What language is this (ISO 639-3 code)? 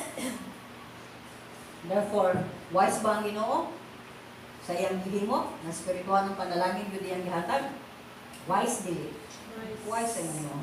ceb